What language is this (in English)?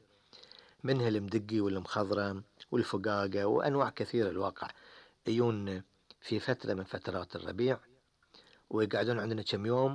Gulf Arabic